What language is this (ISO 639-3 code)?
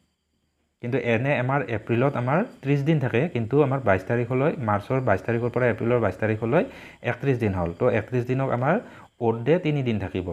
asm